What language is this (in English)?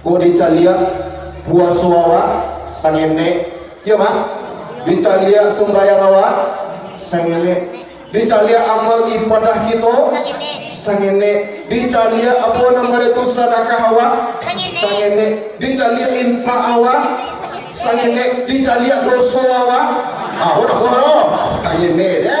Minangkabau